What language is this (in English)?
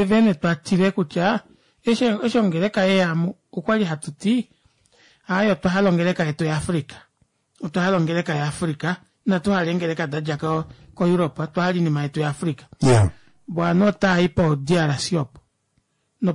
Kuanyama